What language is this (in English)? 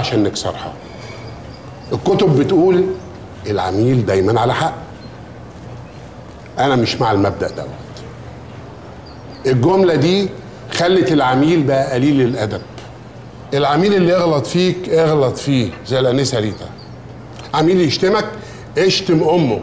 Egyptian Arabic